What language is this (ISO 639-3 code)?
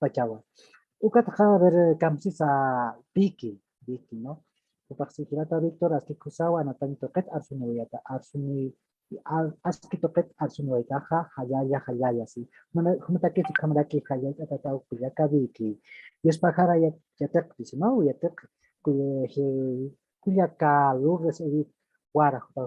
aym